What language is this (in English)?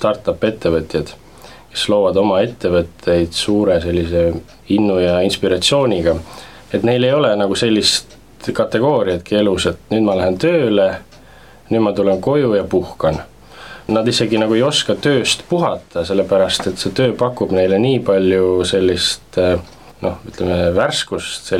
Estonian